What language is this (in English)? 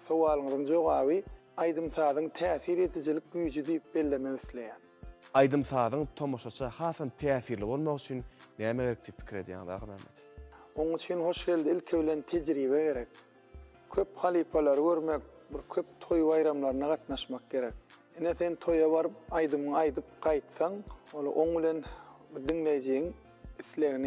Turkmen